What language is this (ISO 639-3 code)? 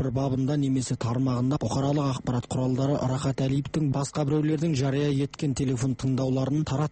kaz